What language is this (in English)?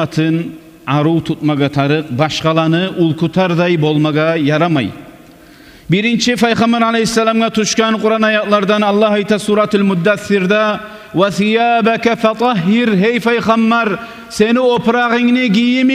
Kumyk